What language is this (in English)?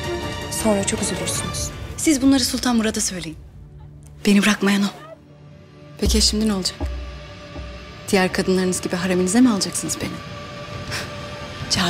Turkish